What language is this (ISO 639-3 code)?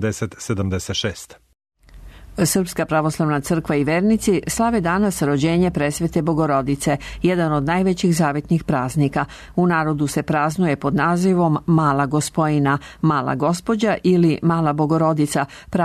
srp